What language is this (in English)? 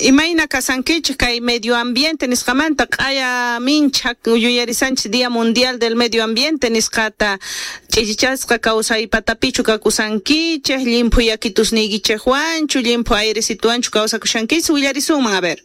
South Bolivian Quechua